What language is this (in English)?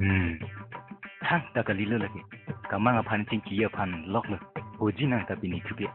Karbi